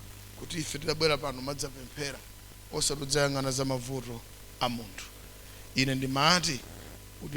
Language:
Nyanja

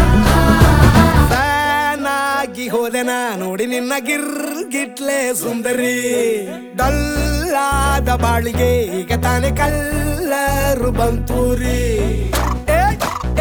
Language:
Kannada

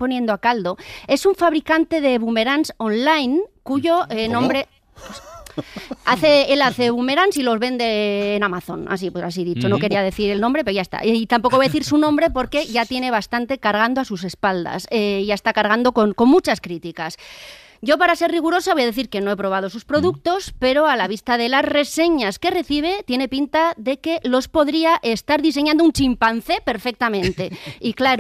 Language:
Spanish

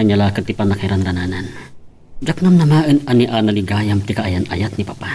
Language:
Iloko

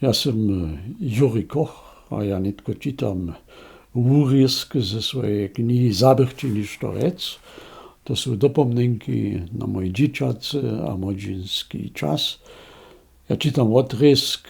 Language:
Upper Sorbian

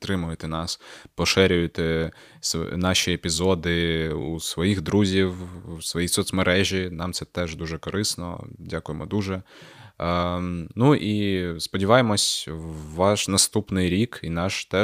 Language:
Ukrainian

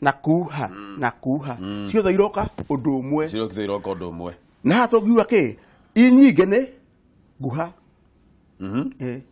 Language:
Kikuyu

